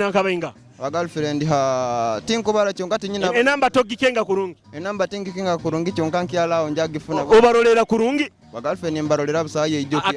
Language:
Nyoro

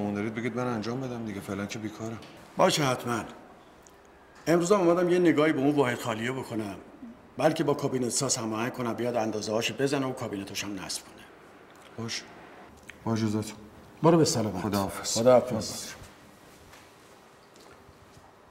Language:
Persian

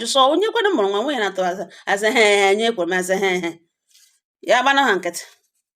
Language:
Igbo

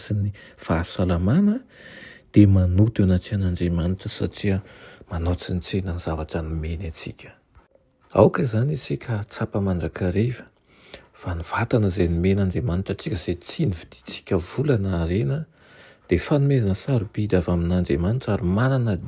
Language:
Malagasy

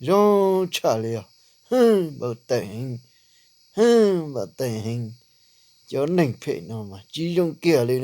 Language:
Hmong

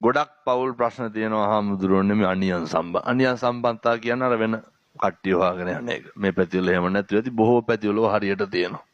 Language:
Sinhala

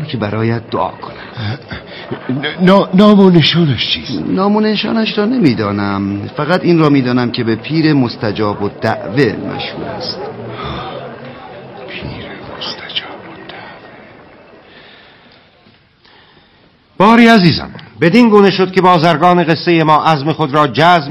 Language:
Persian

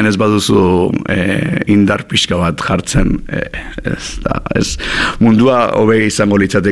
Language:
Basque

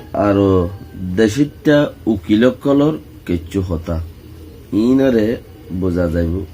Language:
Rohingya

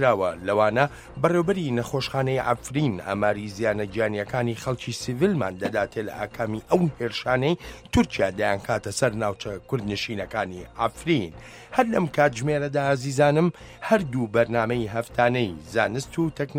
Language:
Central Kurdish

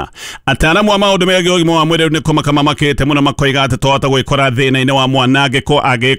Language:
Kikuyu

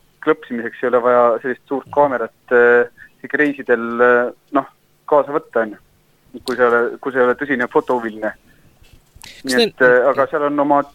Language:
Estonian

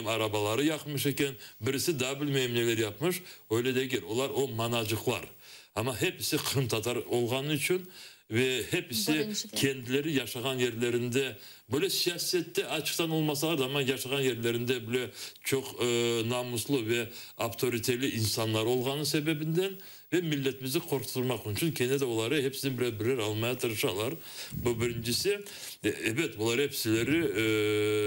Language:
Crimean Tatar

